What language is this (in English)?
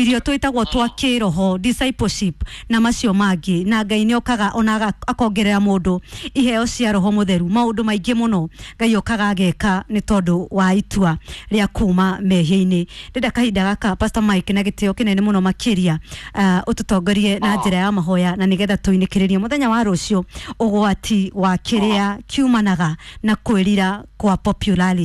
Kikuyu